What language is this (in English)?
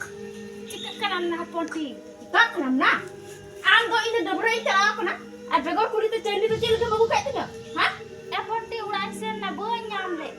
Santali